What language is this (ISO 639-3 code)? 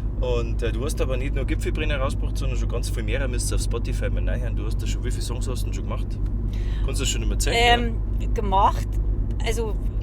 bar